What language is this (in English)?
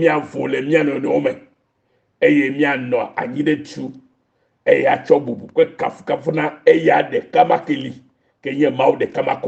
Ewe